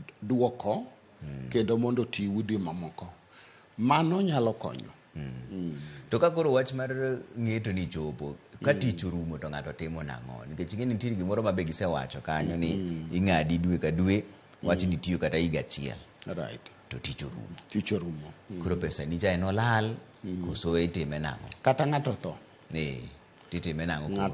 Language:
Luo (Kenya and Tanzania)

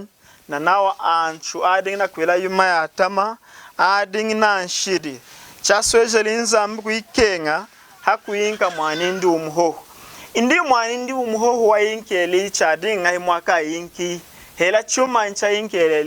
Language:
Lunda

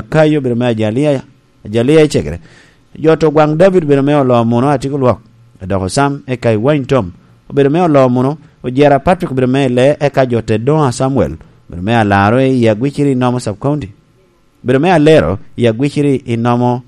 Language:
Lango (Uganda)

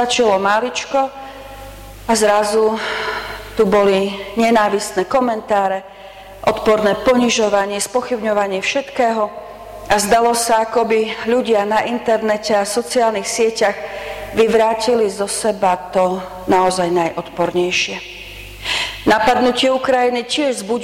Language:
Slovak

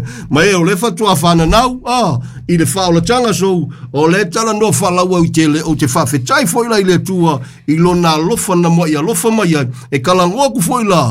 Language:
Samoan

